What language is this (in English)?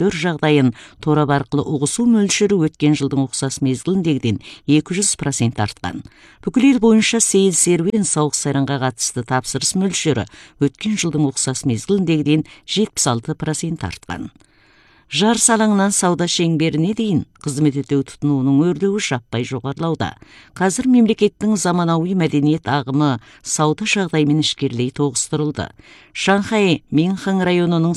Kazakh